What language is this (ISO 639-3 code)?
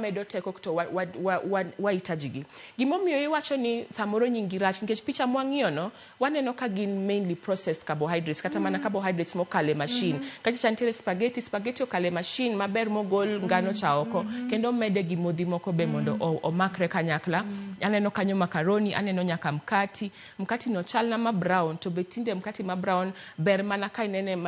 luo